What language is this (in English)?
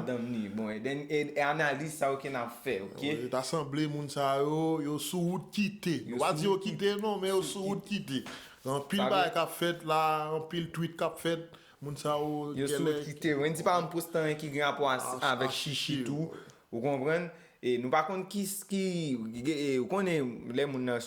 Haitian Creole